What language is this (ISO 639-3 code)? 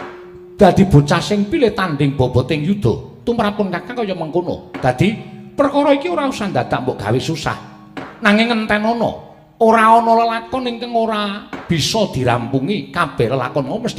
jav